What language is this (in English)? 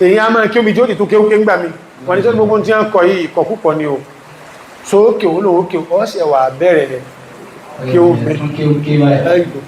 Yoruba